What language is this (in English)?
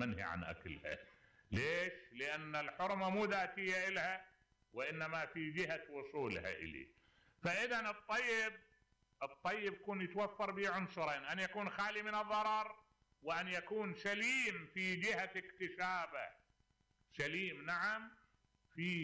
Mesopotamian Arabic